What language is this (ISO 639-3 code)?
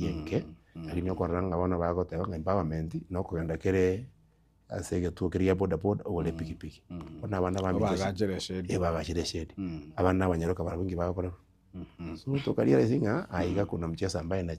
guz